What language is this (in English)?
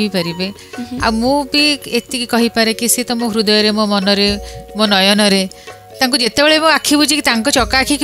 Odia